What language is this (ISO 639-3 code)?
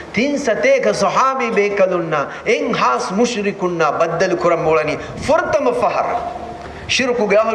div